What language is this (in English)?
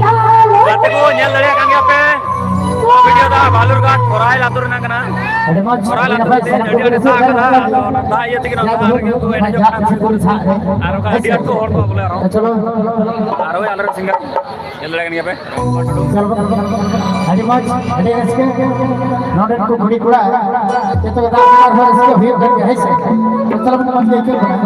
Santali